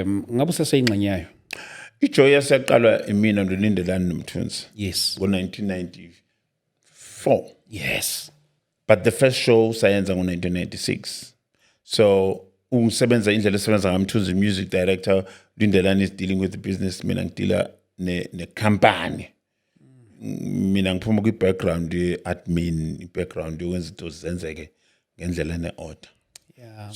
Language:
Zulu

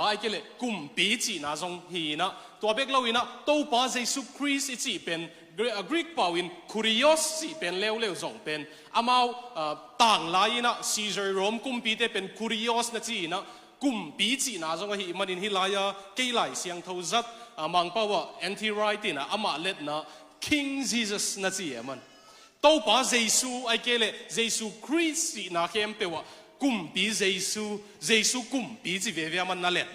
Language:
Tedim Chin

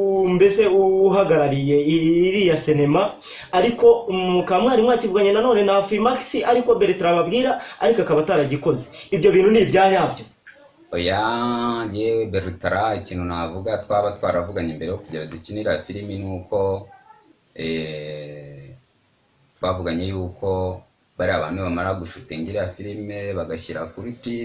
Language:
Kinyarwanda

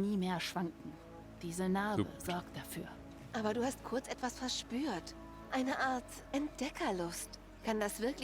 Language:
Swiss German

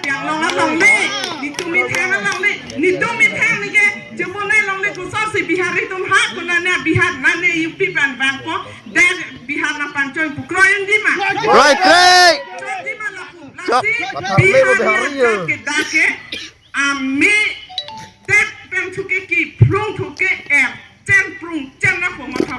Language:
Karbi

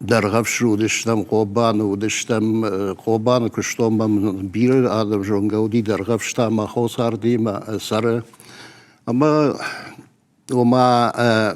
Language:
Ossetic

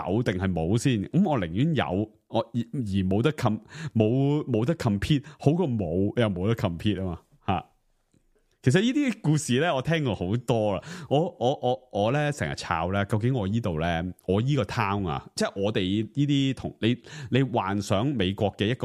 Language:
Cantonese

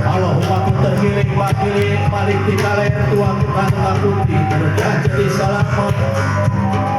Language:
Sundanese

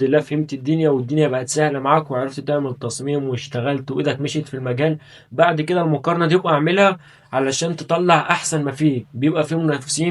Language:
Egyptian Arabic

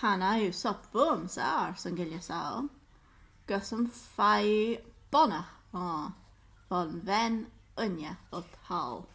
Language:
Scottish Gaelic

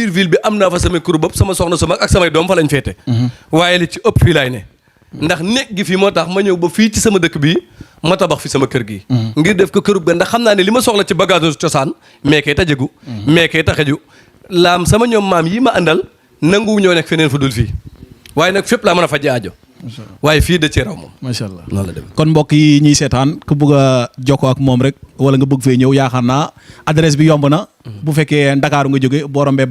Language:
Wolof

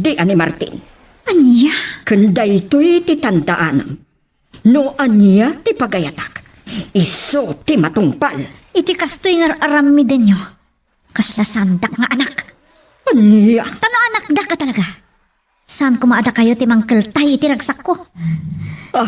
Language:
Iloko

